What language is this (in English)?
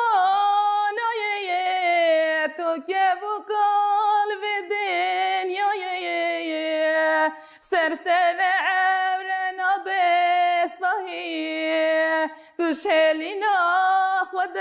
Kurdish